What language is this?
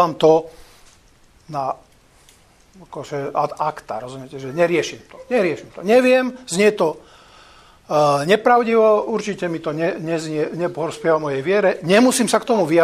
Slovak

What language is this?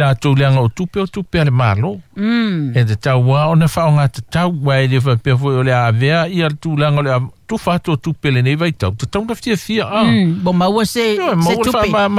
Samoan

